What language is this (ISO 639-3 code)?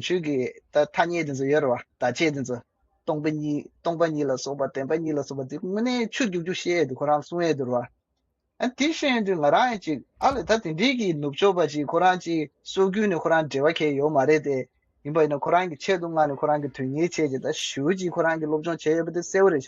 bod